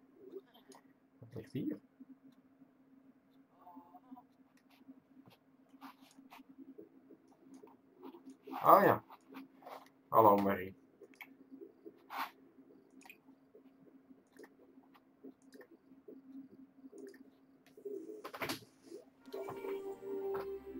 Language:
Dutch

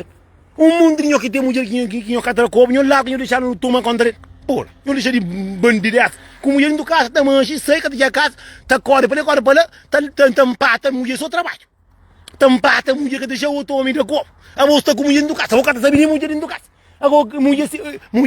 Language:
Kabuverdianu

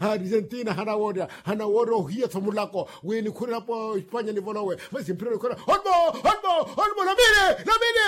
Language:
Makhuwa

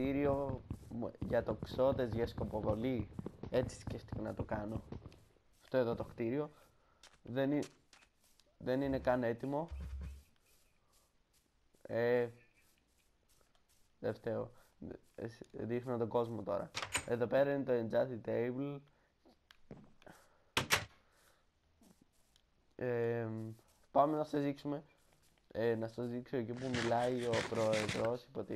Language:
Greek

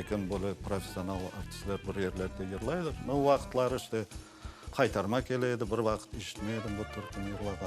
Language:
Crimean Tatar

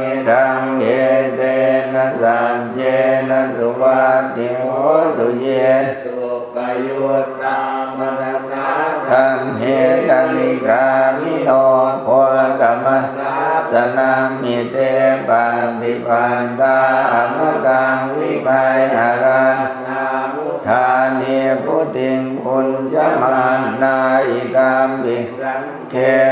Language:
Pali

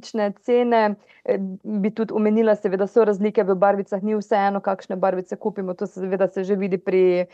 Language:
Slovenian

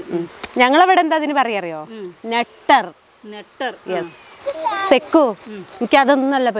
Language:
Malayalam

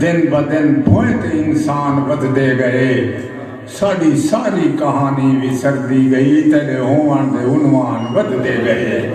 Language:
Saraiki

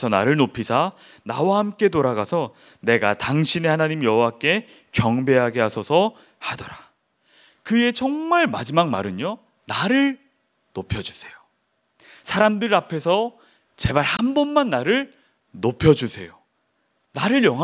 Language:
Korean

